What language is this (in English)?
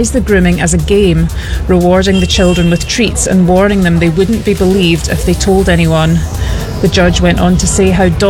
English